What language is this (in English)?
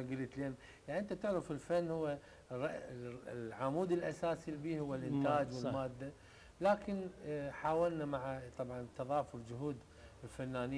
Arabic